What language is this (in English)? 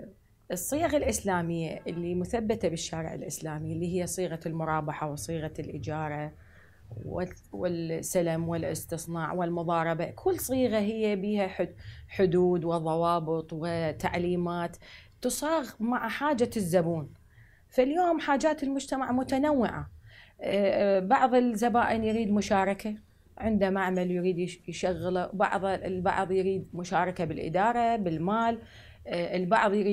Arabic